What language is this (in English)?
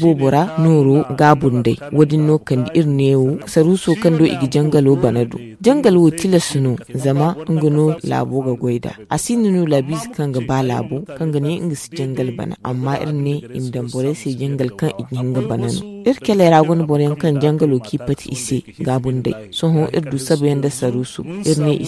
Zarma